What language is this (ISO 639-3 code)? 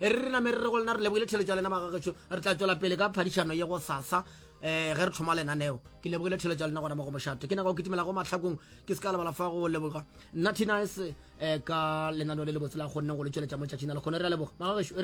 nso